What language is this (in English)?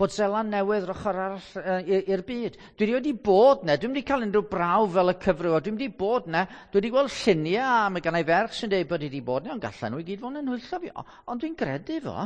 Welsh